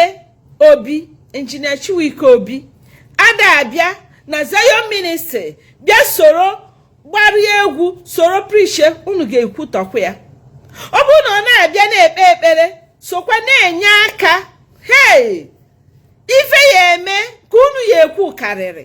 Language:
Igbo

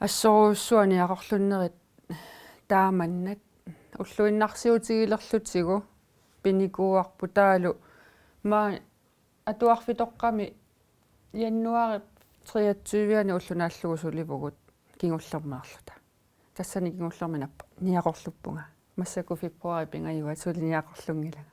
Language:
Kalaallisut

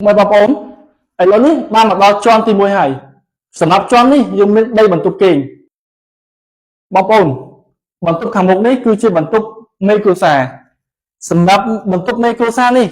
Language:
Khmer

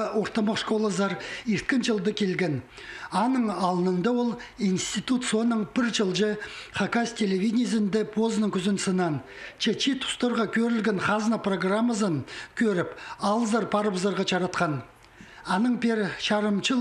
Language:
Khakas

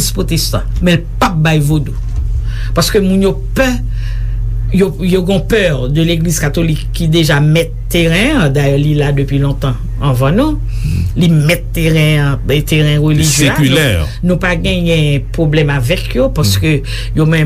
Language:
Haitian Creole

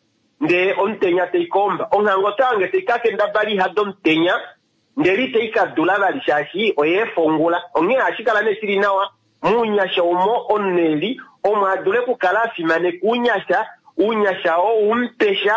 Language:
Kuanyama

